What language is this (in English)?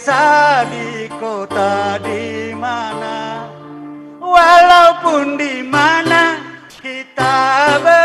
Batak Karo